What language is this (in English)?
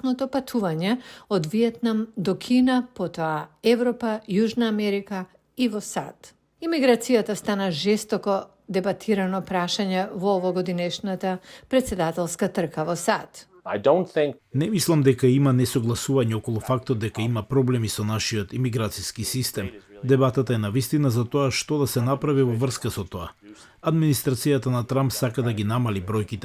Macedonian